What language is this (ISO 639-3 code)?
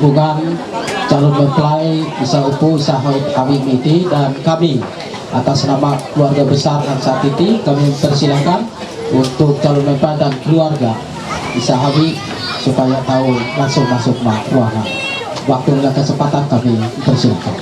mhy